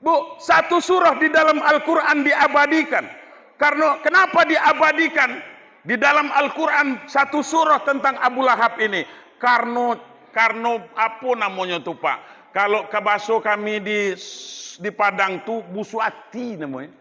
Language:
Minangkabau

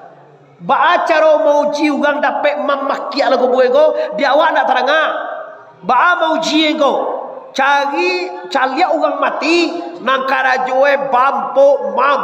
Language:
Minangkabau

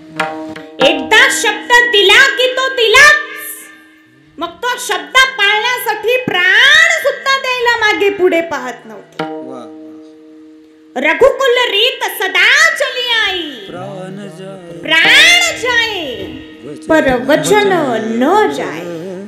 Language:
Marathi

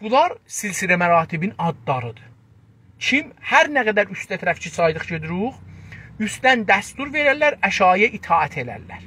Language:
South Azerbaijani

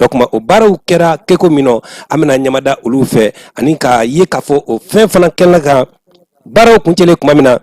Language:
Bambara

